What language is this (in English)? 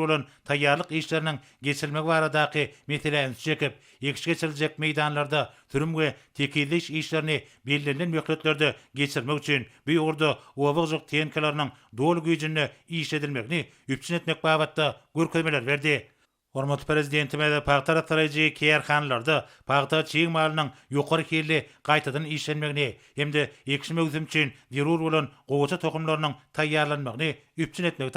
Turkmen